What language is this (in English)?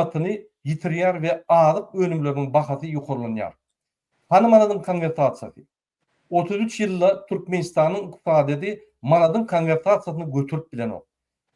Turkmen